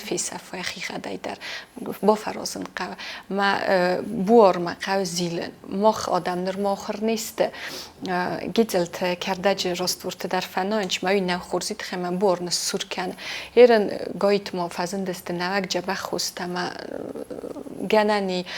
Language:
Ossetic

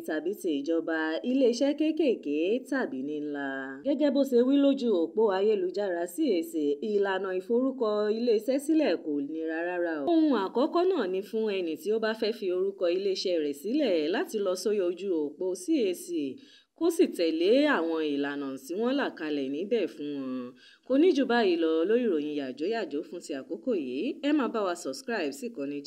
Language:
Yoruba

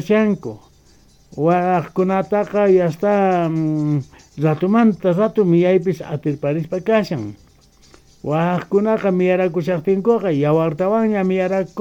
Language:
Quechua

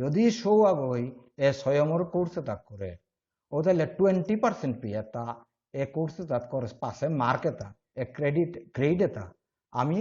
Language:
Bishnupriya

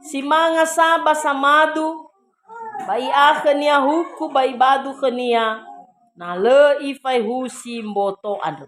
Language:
Nias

